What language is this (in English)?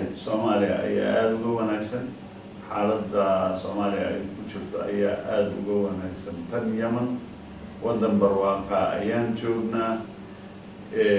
Somali